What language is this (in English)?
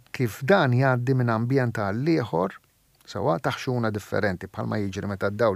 Maltese